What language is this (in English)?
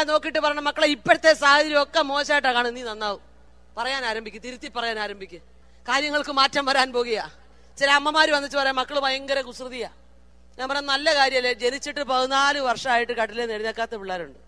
Malayalam